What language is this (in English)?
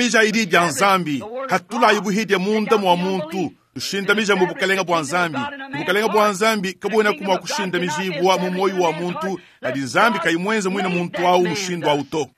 Luba-Lulua